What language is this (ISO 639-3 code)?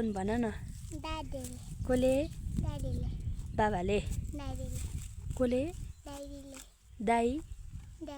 nep